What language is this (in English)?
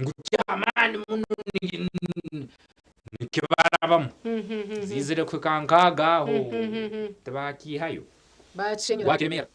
Nyankole